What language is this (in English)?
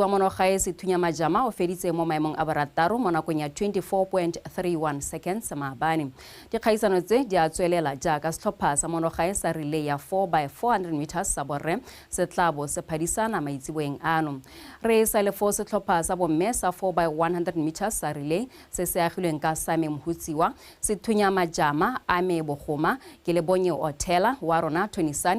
Tswana